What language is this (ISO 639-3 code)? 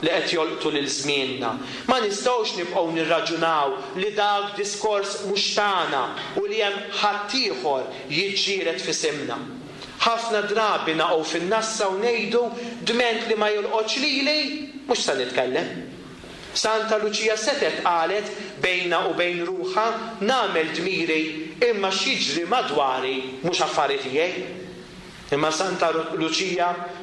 mlt